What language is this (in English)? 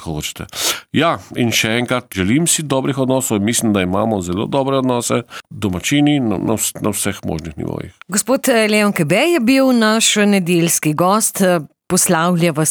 Slovenian